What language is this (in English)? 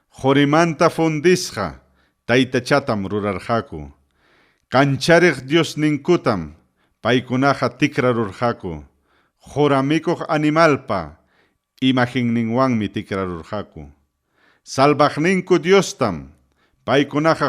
Ayacucho Quechua